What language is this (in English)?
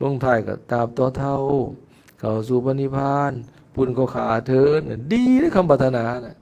Lao